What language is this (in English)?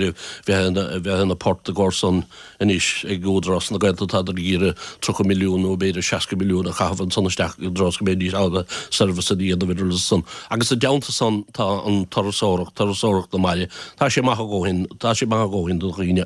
Irish